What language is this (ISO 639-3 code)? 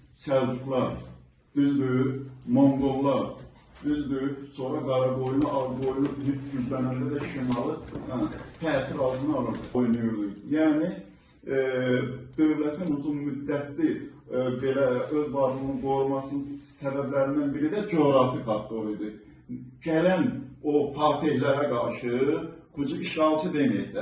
aze